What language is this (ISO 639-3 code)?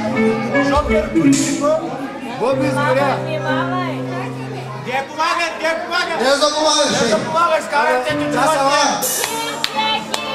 bul